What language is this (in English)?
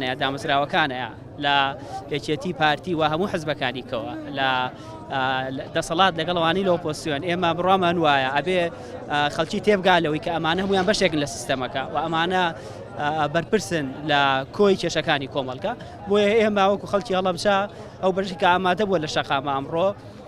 Central Kurdish